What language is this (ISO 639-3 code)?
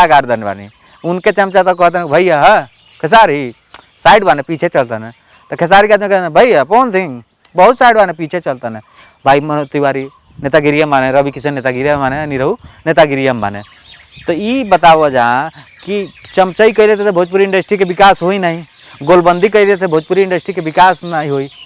bho